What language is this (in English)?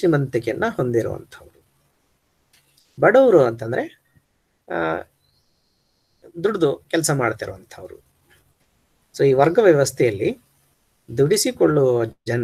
Kannada